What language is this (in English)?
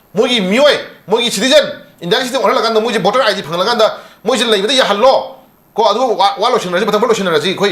Manipuri